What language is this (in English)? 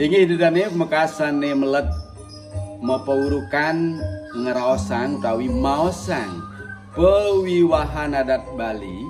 Balinese